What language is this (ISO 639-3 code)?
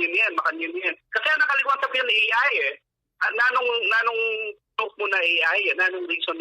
pam